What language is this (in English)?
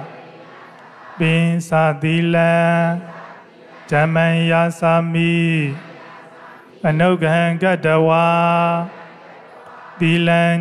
Burmese